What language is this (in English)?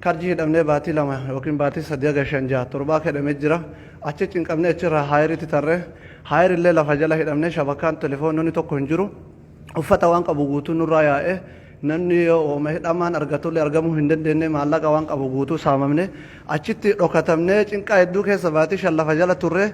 Oromo